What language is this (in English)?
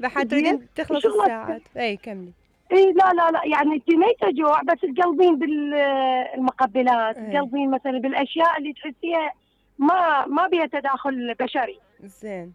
Mesopotamian Arabic